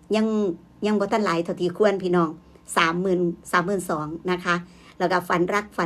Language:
Northeastern Thai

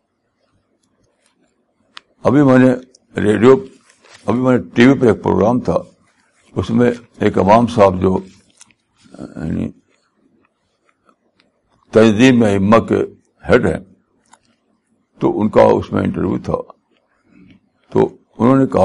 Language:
Urdu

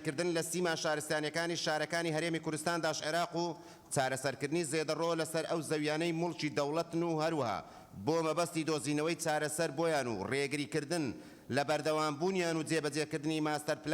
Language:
Central Kurdish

